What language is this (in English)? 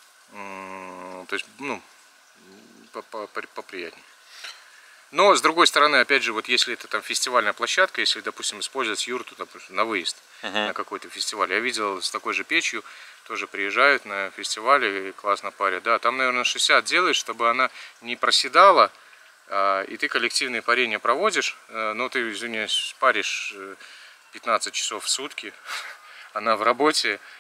Russian